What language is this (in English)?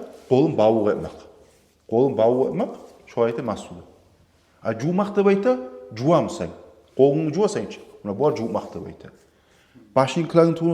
Kumyk